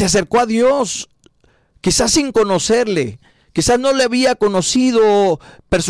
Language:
Spanish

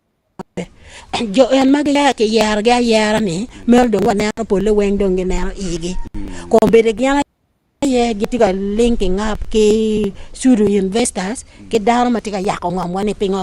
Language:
Acoli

